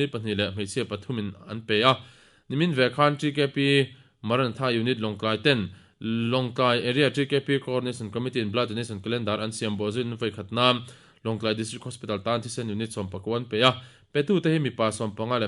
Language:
Mizo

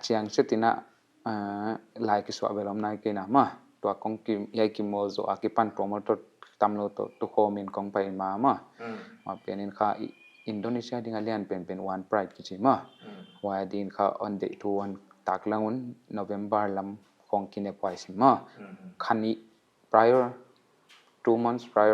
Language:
Paite Chin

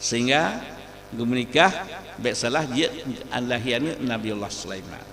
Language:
Achinese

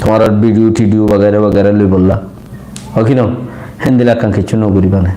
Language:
Rohingya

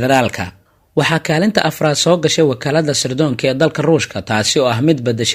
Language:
Somali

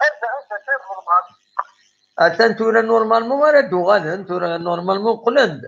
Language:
Kabyle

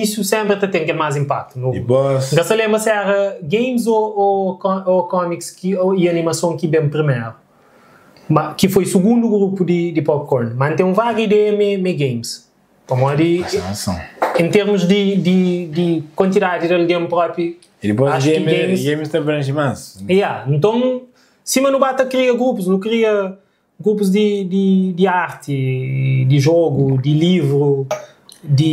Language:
Kabuverdianu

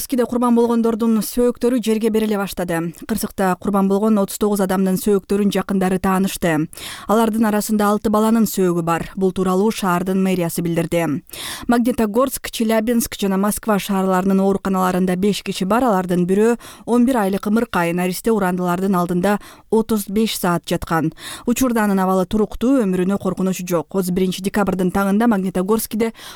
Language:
Kyrgyz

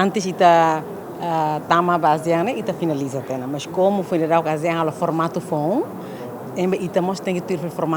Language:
Tetum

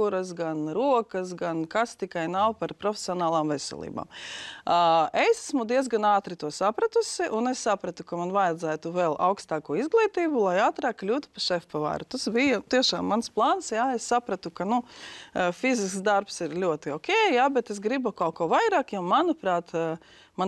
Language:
Latvian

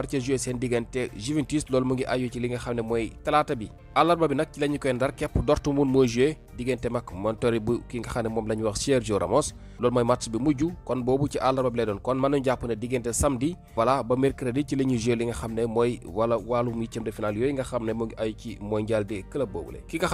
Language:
Wolof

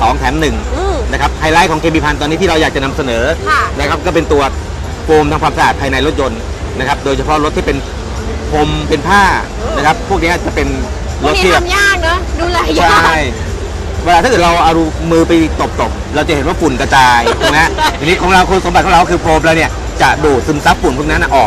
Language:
Thai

